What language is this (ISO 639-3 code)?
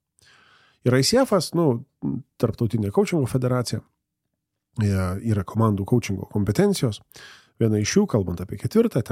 lit